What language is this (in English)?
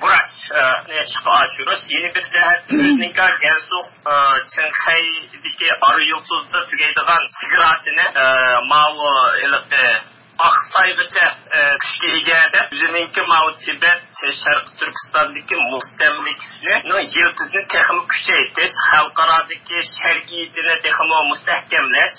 Uyghur